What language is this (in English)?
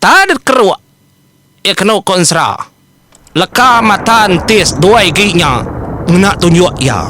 Iban